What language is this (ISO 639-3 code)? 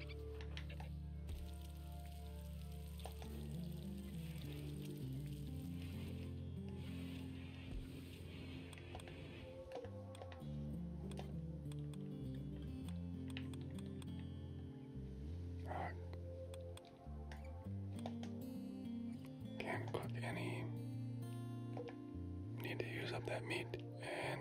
eng